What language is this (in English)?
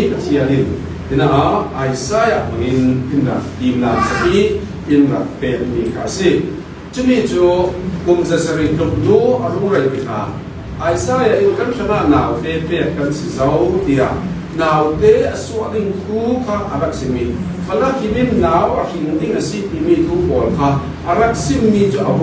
Falam Chin